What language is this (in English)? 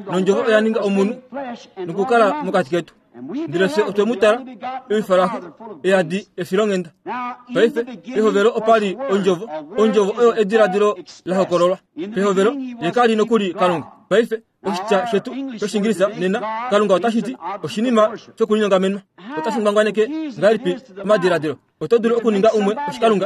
Kuanyama